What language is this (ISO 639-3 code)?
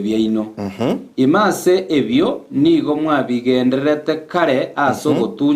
guz